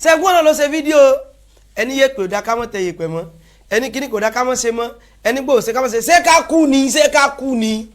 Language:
Yoruba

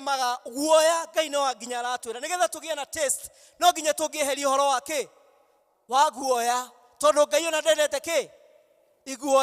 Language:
Kikuyu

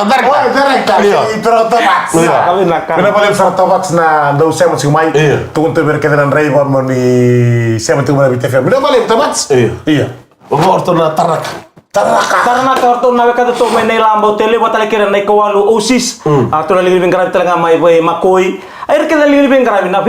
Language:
Fijian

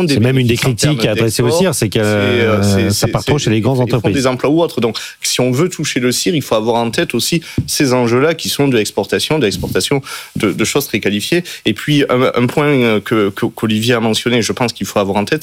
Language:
French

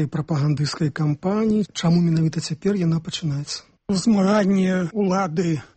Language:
Belarusian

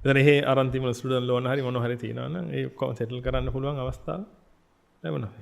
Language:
Sinhala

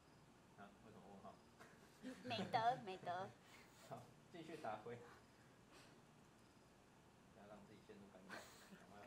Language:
Chinese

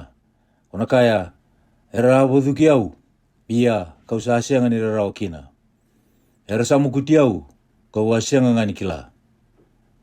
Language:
Fijian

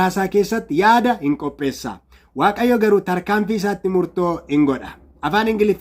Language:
Oromo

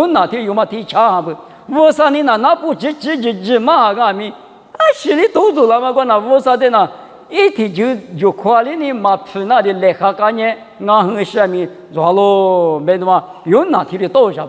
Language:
Lisu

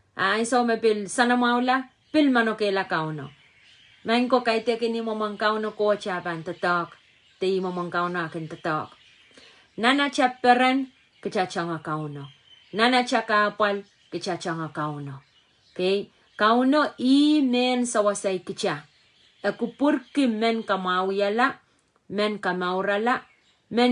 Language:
Pohnpeian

